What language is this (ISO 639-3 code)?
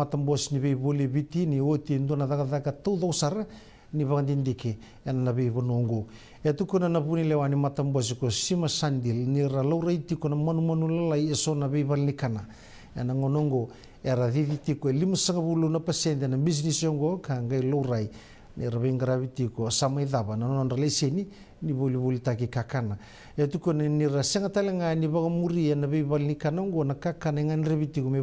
fij